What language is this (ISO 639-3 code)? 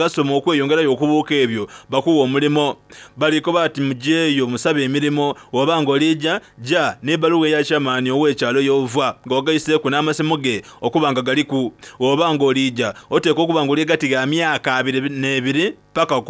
xog